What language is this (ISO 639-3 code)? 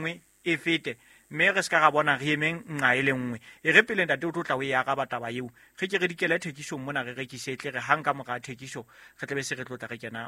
sot